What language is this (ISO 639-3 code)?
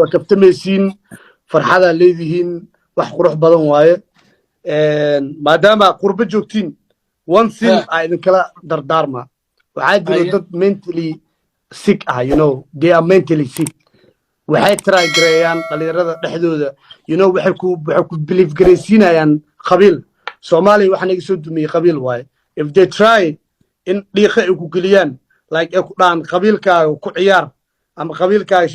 som